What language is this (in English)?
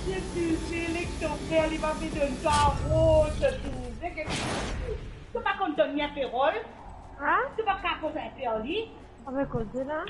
Morisyen